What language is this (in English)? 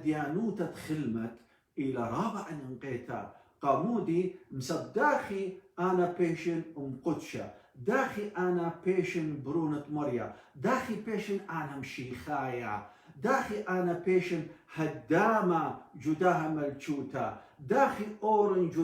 Assyrian Neo-Aramaic